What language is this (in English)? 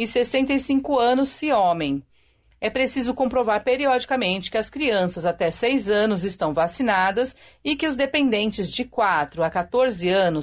Portuguese